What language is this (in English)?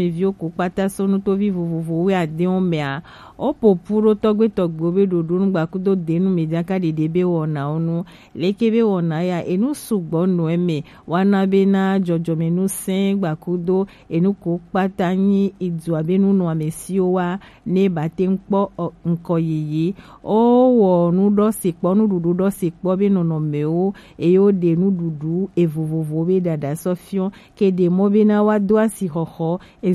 Gen